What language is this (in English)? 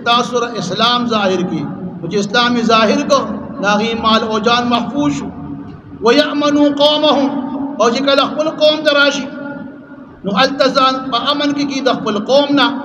Pashto